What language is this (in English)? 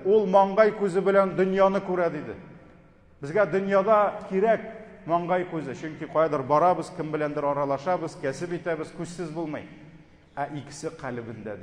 Tatar